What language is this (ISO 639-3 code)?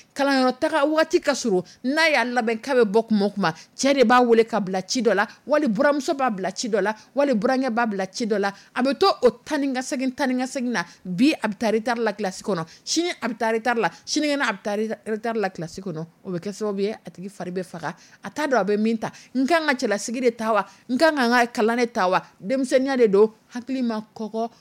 dyu